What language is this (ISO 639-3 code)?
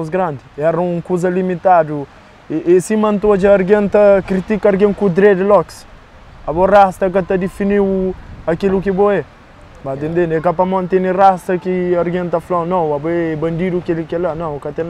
kea